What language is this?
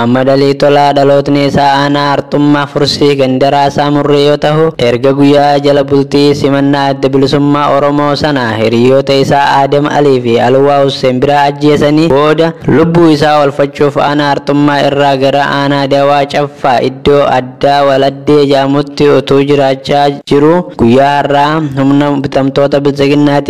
Oromo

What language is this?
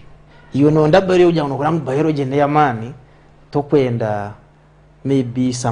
Nyankole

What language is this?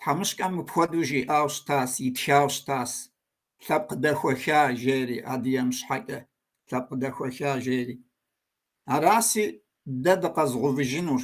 Kabardian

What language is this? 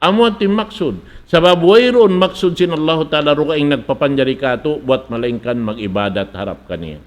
Tausug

